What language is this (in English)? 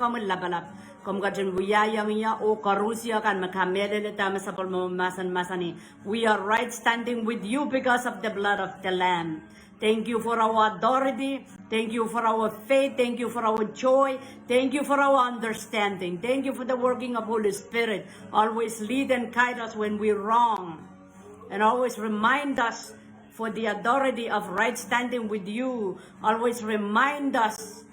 Pohnpeian